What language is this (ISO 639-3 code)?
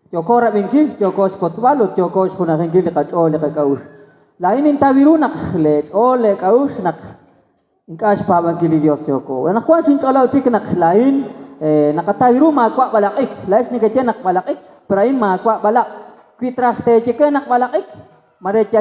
kek